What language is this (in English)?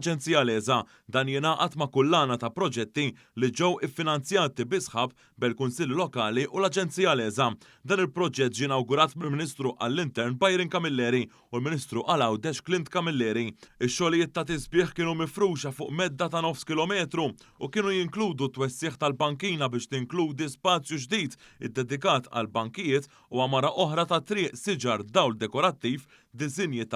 Maltese